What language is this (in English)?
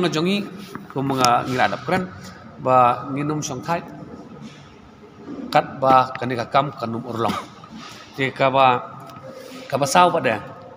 Khasi